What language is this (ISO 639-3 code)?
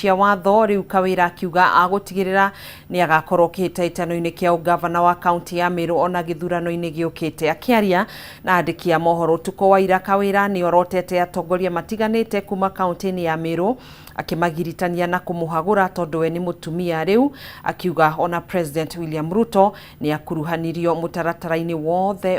kik